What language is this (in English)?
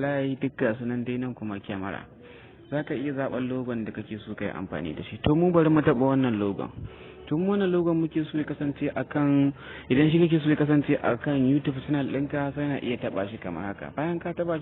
Hausa